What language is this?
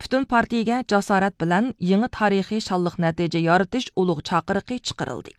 Uyghur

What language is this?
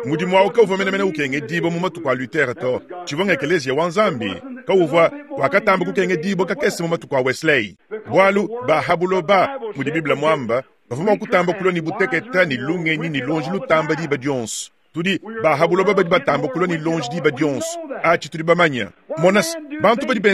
Luba-Lulua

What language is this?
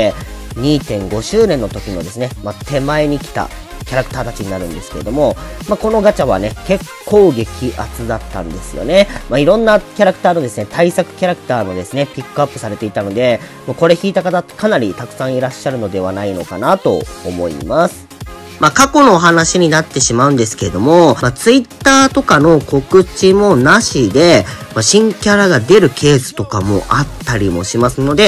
Japanese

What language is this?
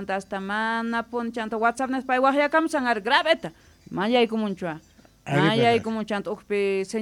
South Bolivian Quechua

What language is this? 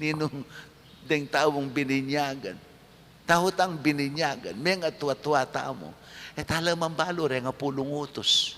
Pampanga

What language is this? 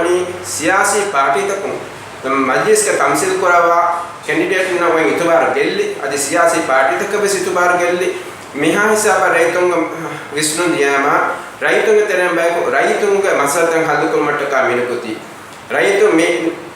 Divehi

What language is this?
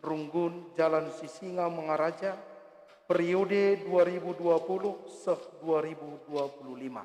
Batak Karo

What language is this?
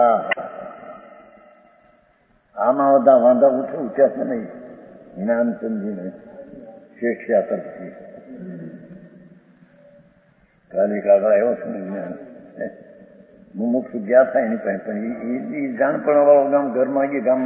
Gujarati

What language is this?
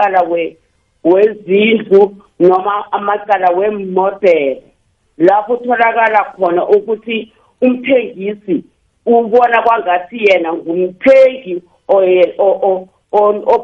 South Ndebele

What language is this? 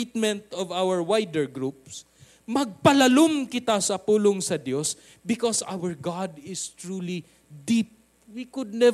Cebuano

